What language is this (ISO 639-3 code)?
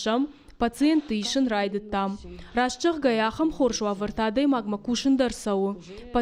oss